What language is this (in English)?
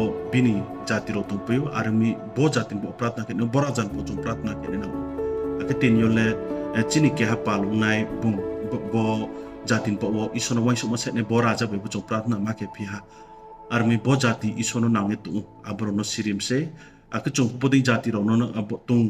Riang (India)